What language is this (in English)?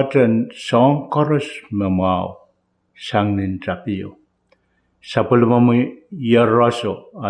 Pohnpeian